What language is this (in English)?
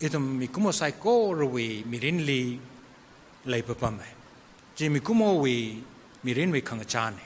Tangkhul Naga (India)